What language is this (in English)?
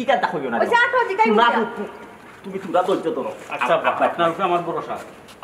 Sylheti